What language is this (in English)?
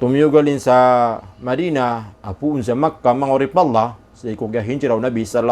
Maranao